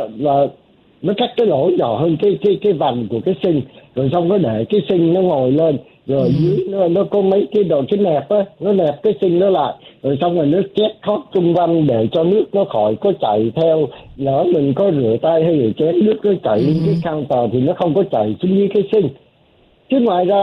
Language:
Vietnamese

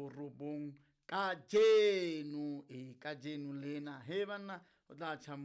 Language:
Southern Sotho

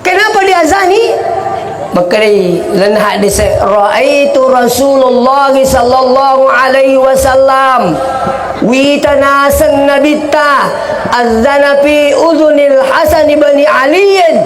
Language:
Buginese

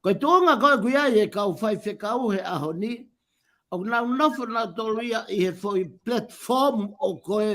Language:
Tongan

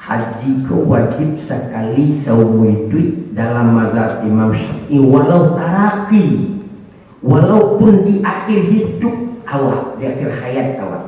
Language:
Minangkabau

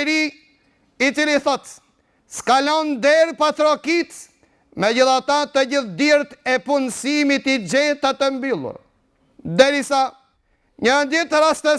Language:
Albanian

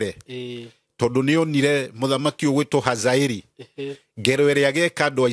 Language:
Kikuyu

